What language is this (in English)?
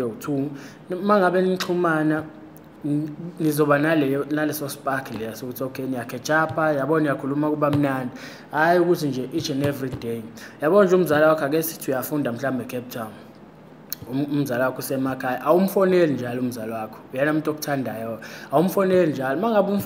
Zulu